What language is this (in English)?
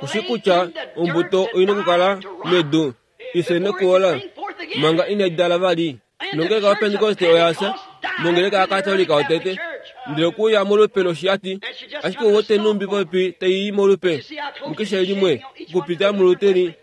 Kuanyama